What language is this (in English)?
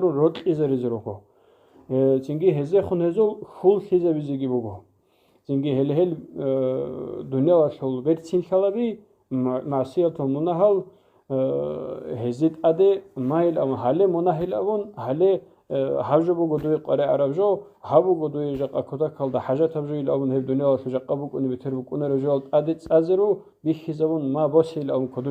Avaric